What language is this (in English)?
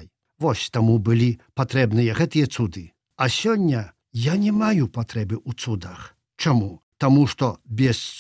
Belarusian